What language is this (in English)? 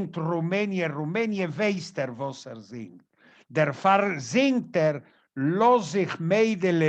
Yiddish